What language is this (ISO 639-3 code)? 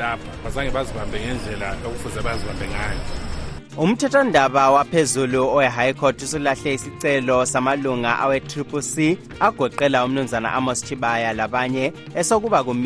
nde